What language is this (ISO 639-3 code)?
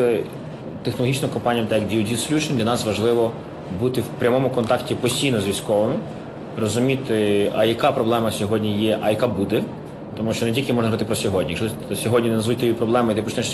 ukr